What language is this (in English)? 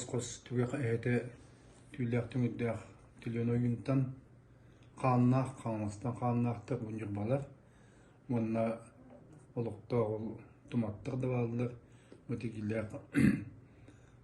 Yakut